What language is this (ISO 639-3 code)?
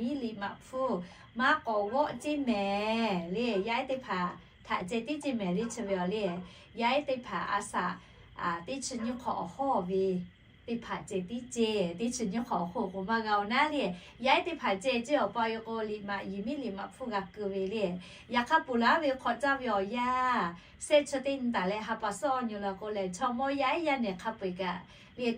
lhu